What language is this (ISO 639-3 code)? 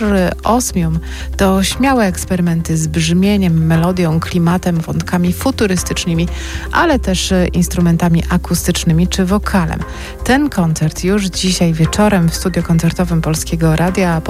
pol